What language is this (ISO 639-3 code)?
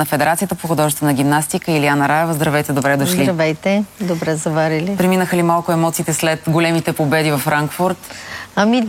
bul